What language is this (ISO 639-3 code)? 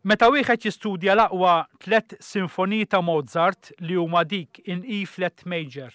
mlt